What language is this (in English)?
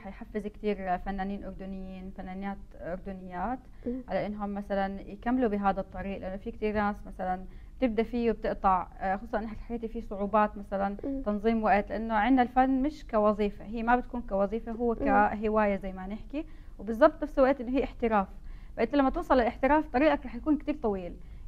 North Levantine Arabic